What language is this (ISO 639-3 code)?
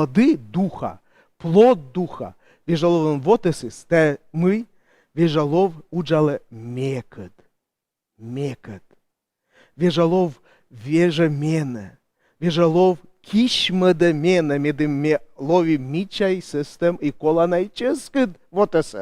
kom